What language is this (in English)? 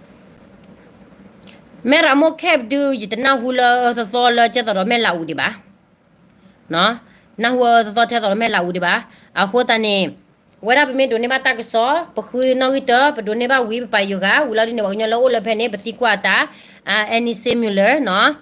S'gaw Karen